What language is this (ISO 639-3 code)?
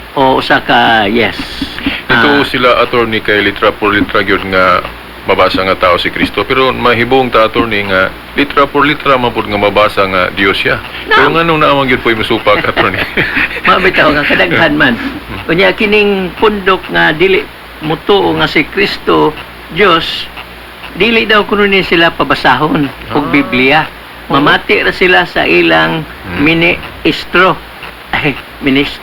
ceb